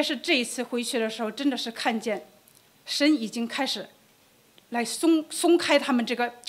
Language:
Chinese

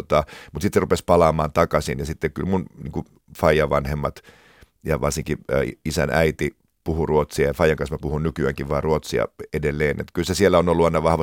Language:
Finnish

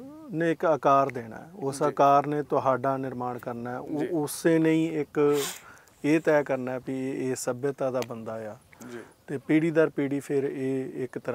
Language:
Punjabi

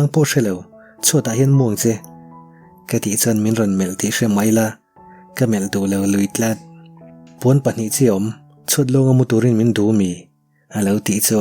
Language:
Mizo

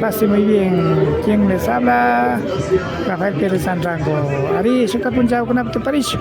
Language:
Imbabura Highland Quichua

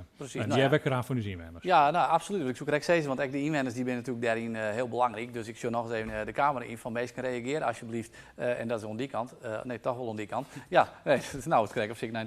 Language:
Western Frisian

